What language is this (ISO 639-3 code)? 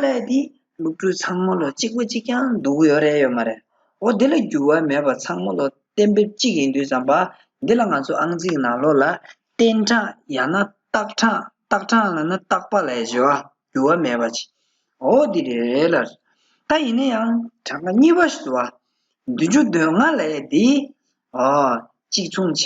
bod